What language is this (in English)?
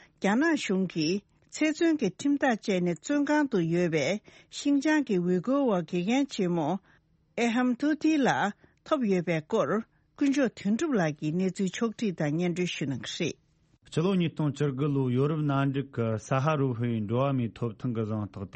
Tibetan